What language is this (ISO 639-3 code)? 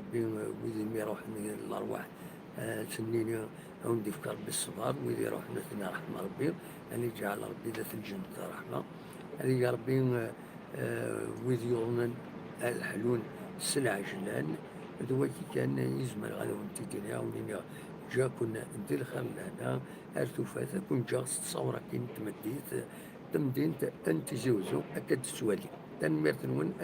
kab